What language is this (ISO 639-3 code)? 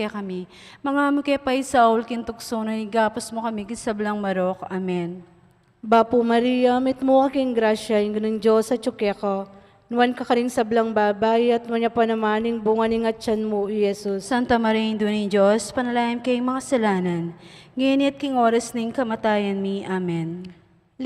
pam